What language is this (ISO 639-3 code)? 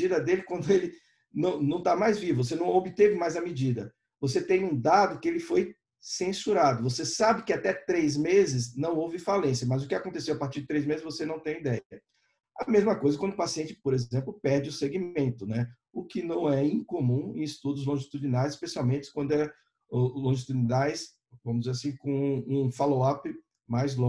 por